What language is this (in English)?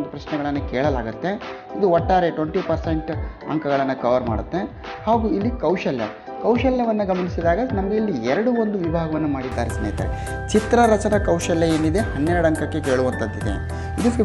Kannada